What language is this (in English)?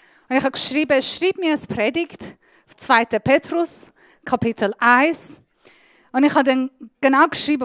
Swiss German